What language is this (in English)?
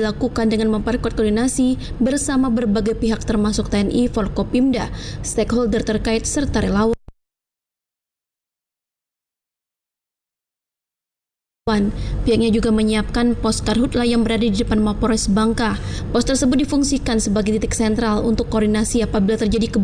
Indonesian